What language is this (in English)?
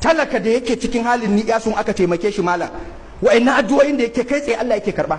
Hausa